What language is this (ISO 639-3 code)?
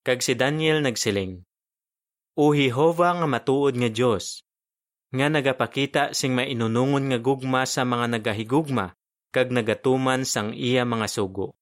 hil